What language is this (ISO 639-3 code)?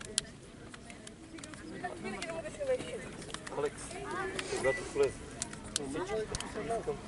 bul